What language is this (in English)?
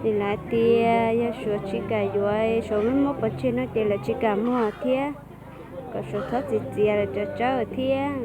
Hmong